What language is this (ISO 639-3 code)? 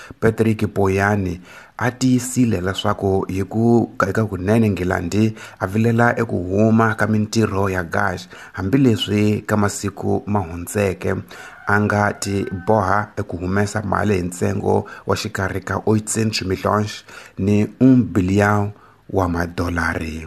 tso